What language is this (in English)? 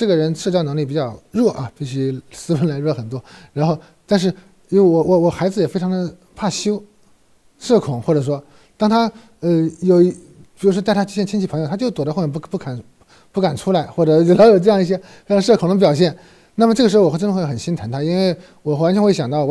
Chinese